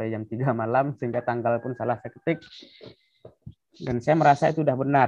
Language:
Indonesian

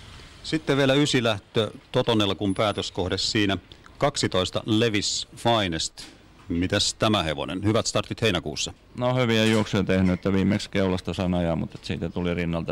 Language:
Finnish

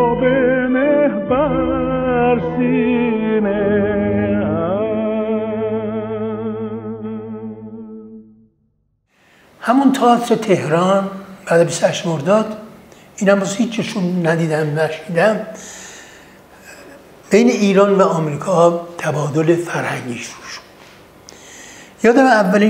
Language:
Persian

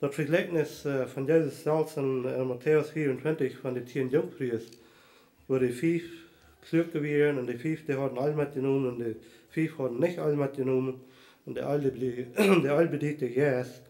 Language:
Plautdietsch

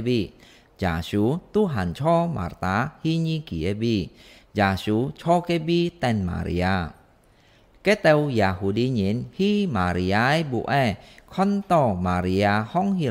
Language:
Hakka Chinese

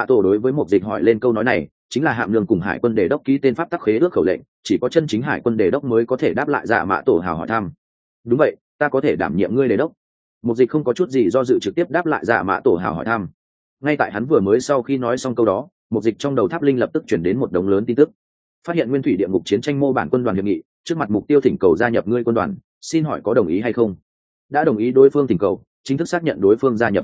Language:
Vietnamese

